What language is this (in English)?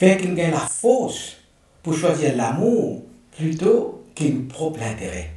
Morisyen